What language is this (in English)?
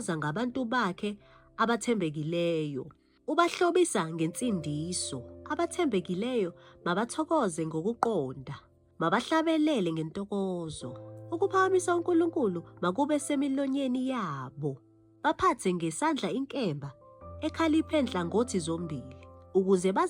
Zulu